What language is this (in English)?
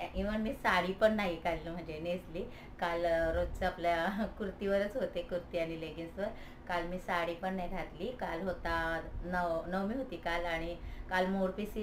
Marathi